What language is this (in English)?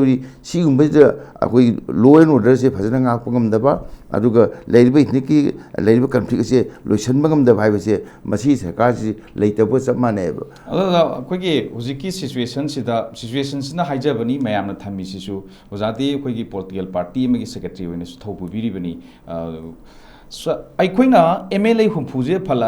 Manipuri